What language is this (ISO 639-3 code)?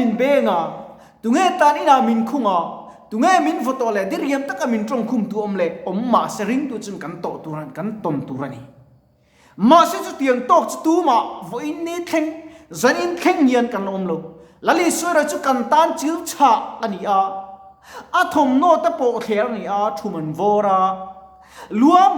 lus